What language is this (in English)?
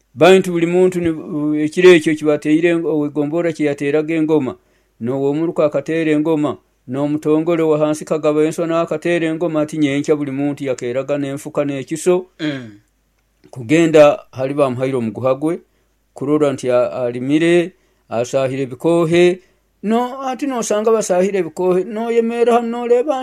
Nyoro